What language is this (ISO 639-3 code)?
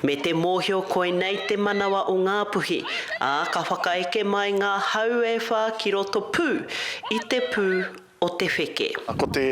mri